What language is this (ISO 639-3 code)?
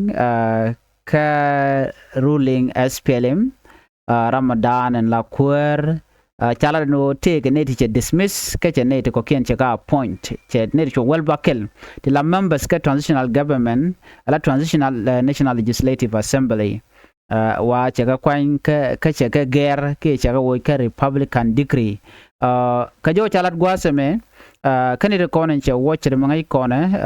nus